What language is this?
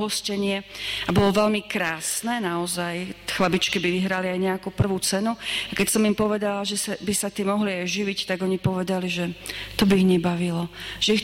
Slovak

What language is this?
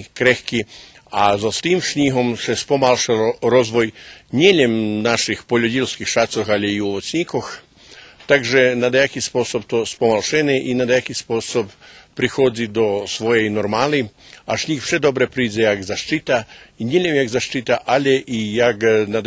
Rusyn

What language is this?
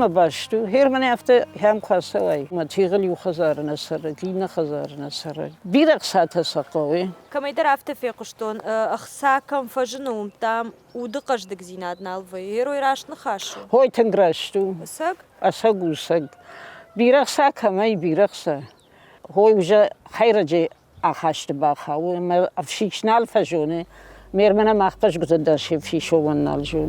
Ossetic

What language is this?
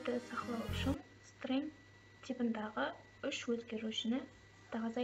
Kara-Kalpak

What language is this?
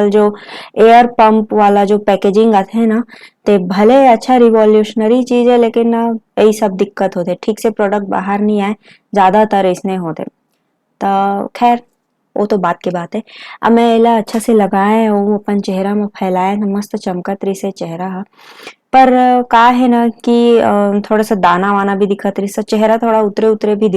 Chhattisgarhi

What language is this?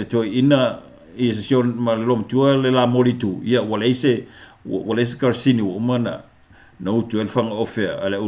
Samoan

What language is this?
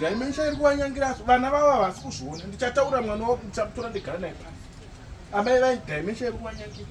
Shona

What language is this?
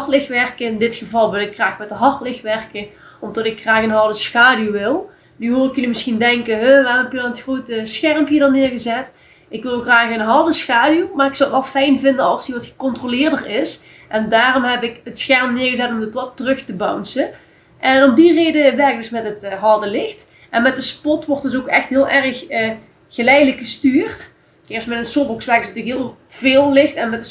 Limburgish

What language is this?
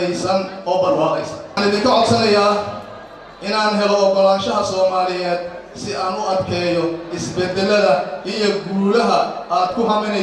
Somali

